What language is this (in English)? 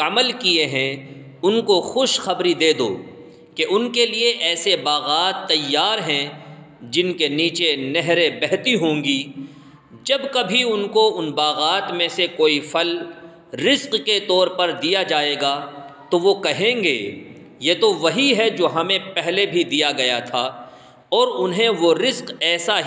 Urdu